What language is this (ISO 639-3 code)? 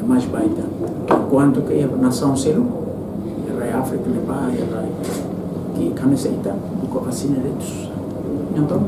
tet